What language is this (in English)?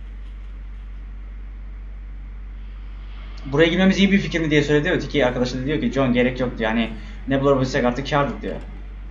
Turkish